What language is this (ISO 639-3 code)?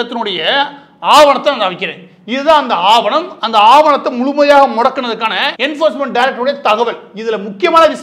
tam